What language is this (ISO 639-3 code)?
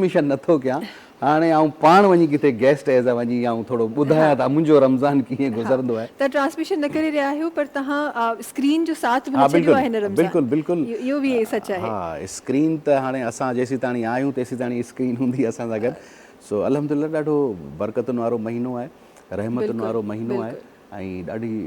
snd